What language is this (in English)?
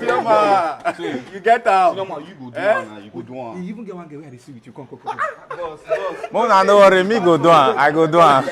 Nigerian Pidgin